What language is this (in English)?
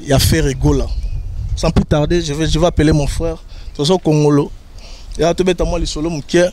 Lingala